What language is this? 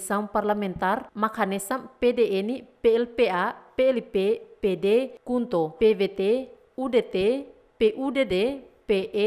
Tetum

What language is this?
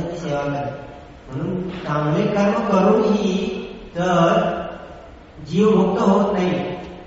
Marathi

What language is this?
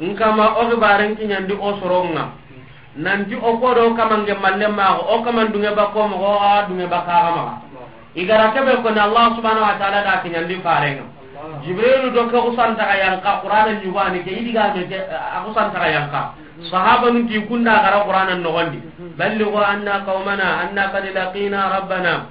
Soninke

